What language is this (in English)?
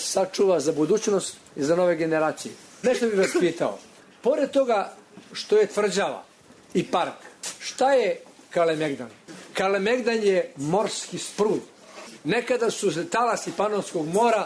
Serbian